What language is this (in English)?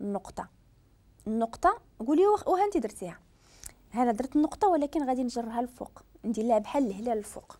Moroccan Arabic